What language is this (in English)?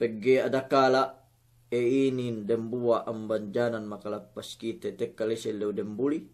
Yakan